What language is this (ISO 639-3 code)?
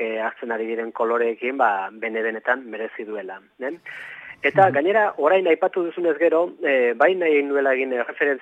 eus